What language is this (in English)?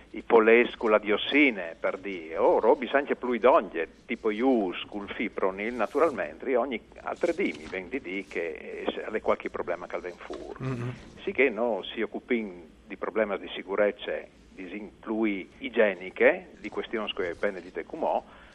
Friulian